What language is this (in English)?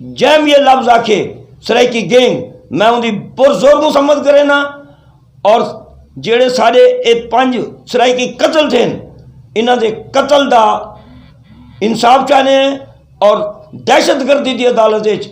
Saraiki